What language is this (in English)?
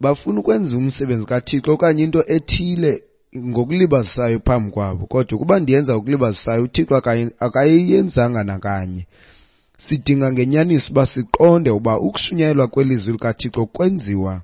Xhosa